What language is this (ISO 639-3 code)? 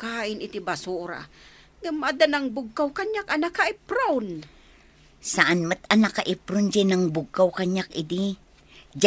ilo